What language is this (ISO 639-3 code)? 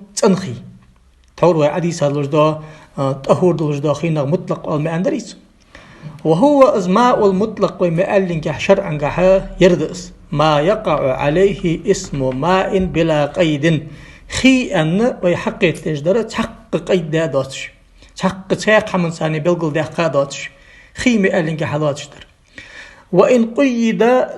inh